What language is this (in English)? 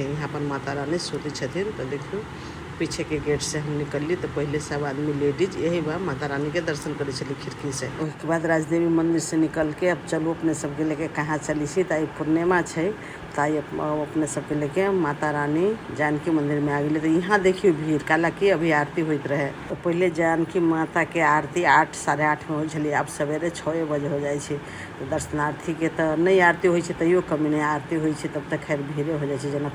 Maithili